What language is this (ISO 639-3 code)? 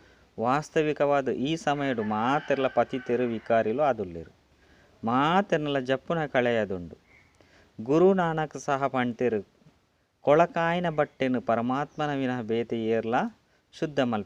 tcy